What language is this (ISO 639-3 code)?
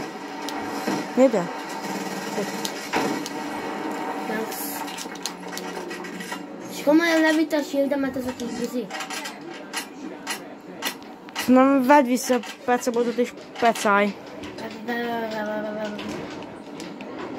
hun